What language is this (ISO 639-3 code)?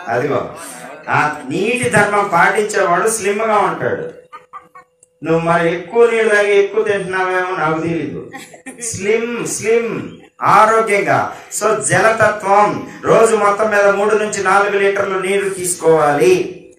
tel